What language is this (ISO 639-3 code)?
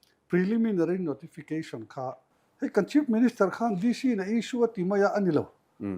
lus